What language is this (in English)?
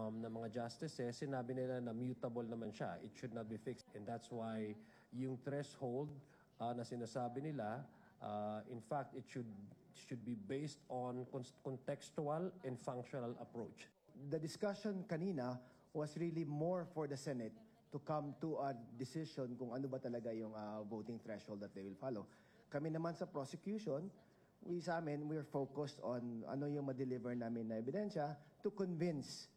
Filipino